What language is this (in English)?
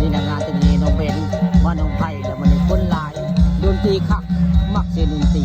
Northeastern Thai